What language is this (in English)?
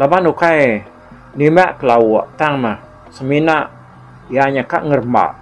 Iban